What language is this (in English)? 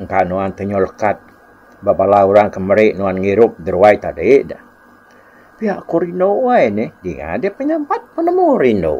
Iban